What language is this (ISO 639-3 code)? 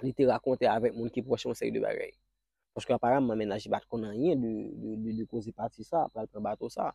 hat